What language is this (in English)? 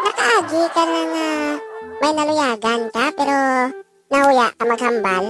Hiligaynon